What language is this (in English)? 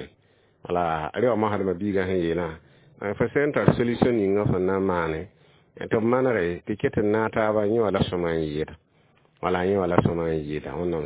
Mossi